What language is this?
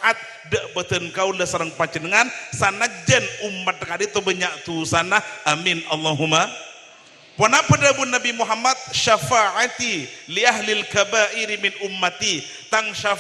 Madurese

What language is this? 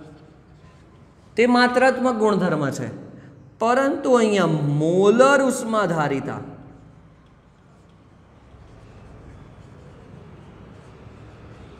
Gujarati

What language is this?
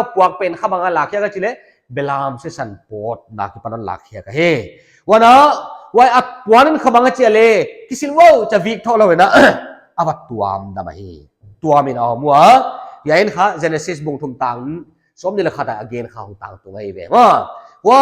Paite Chin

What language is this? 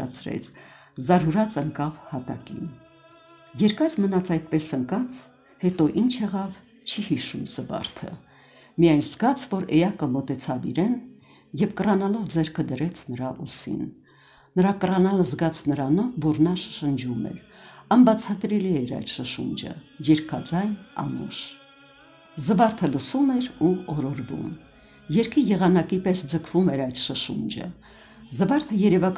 Armenian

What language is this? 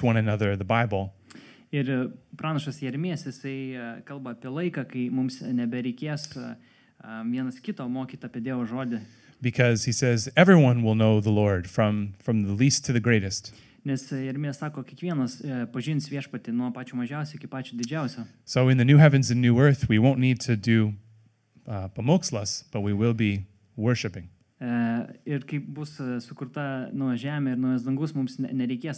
Lithuanian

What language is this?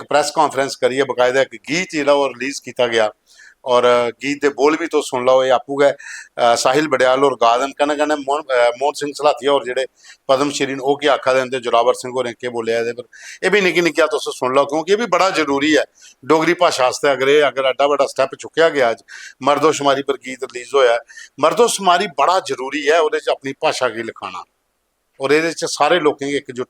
Dogri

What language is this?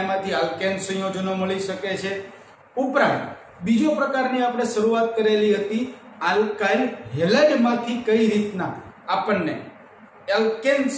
Gujarati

